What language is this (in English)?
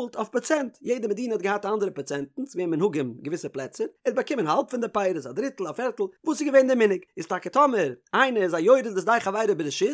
Yiddish